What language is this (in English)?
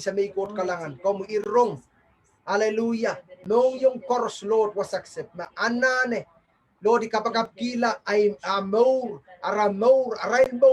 Pohnpeian